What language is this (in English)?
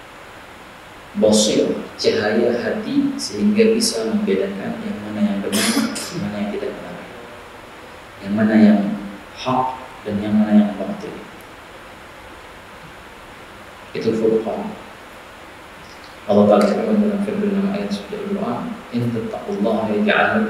Indonesian